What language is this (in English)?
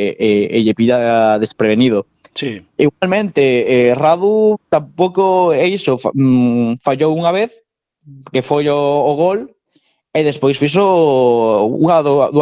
Galician